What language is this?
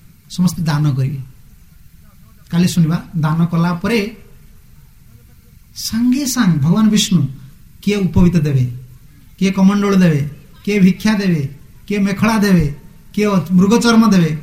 Odia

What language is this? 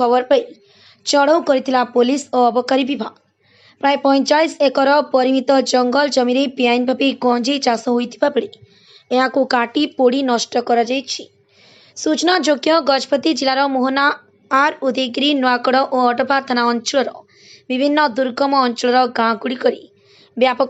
Odia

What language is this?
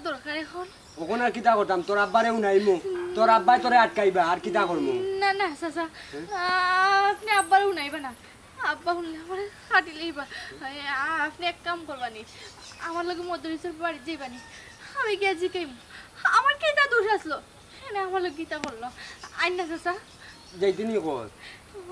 Sylheti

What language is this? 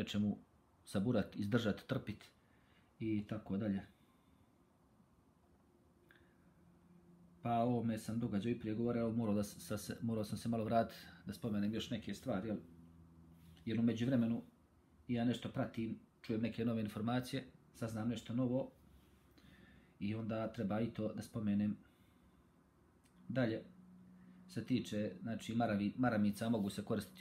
Bosnian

